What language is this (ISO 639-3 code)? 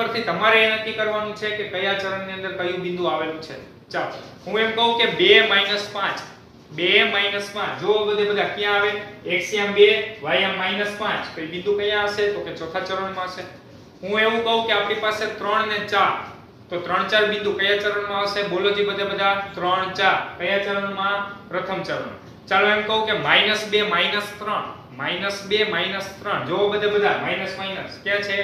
guj